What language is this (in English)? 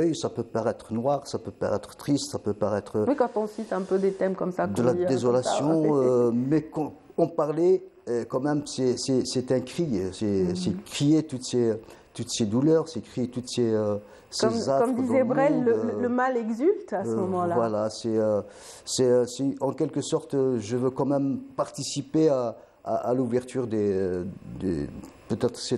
French